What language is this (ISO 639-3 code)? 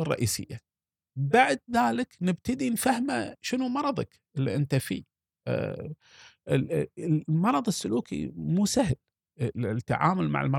afb